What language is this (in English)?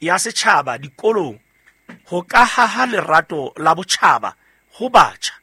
Southern Sotho